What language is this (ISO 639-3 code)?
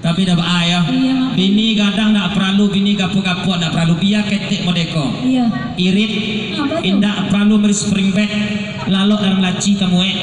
min